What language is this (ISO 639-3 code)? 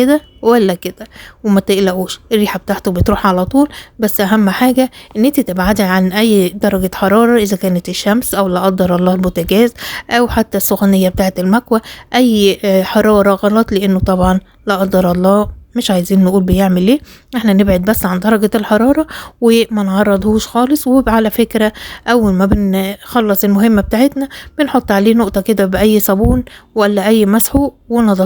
arz